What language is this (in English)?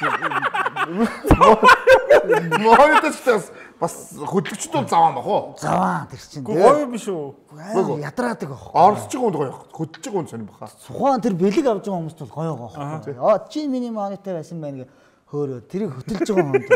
Mongolian